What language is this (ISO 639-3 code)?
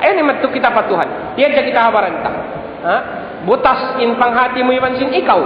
tsg